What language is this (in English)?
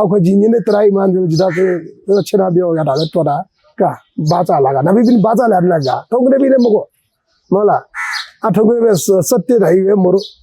Newari